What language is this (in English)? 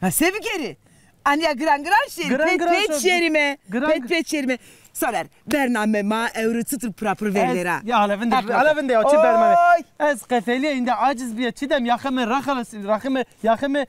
Zaza